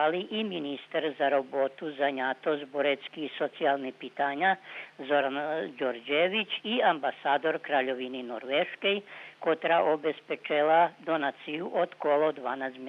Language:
Rusyn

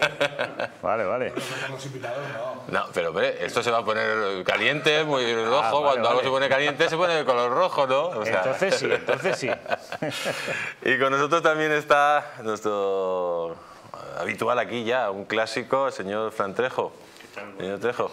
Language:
Spanish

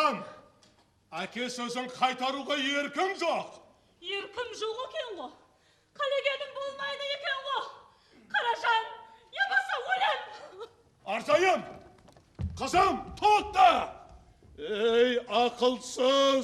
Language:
Kara-Kalpak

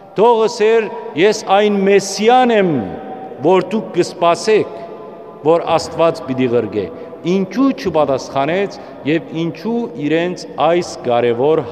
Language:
Western Armenian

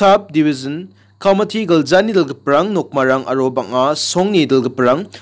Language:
Garo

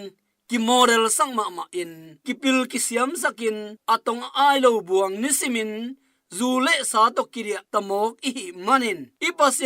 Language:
Tedim Chin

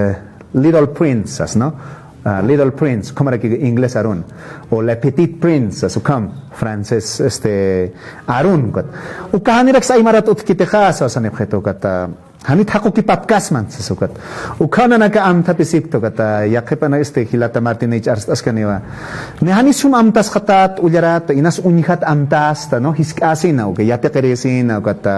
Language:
Aymara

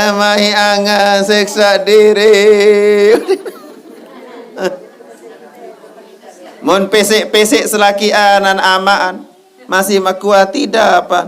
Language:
Sasak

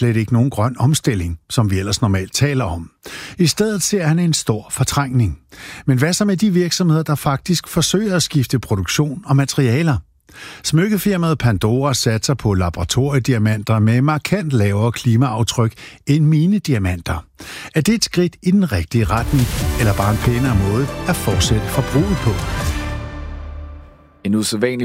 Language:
Danish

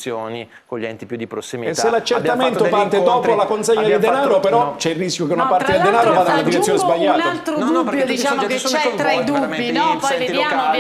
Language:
Italian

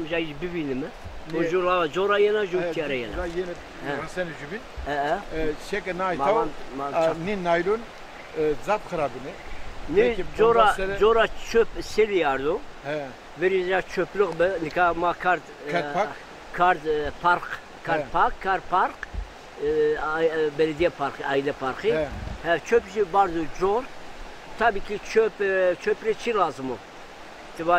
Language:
Zaza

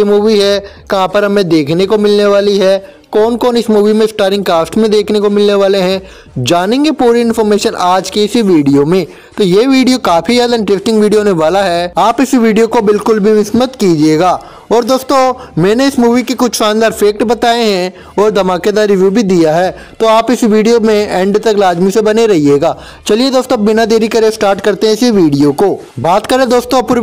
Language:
Hindi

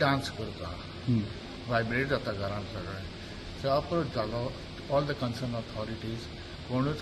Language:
Konkani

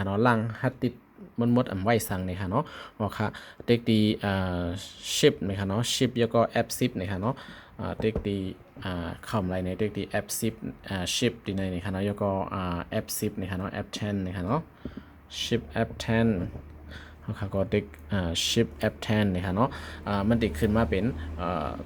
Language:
Shan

